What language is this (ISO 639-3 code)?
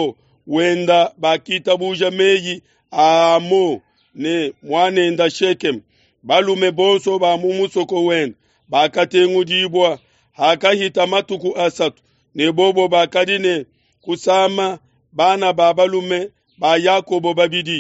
lua